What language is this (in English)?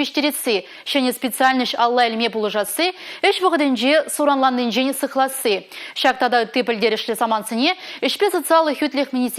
Chuvash